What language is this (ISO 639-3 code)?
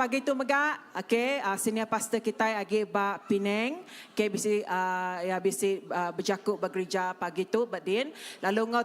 iba